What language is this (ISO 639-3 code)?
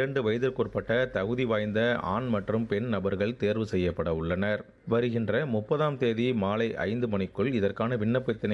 tam